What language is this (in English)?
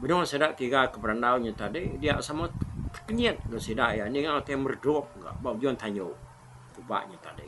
Iban